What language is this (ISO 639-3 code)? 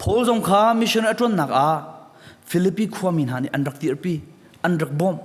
cnh